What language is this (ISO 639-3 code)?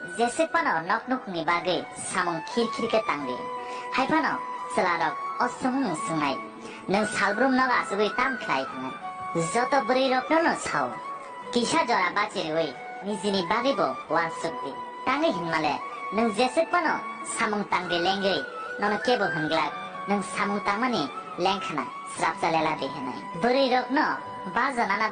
trp